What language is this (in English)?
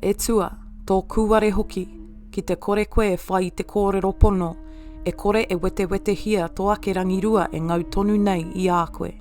Māori